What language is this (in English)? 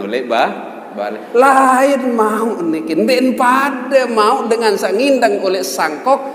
Sasak